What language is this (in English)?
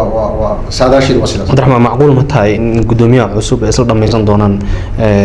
Somali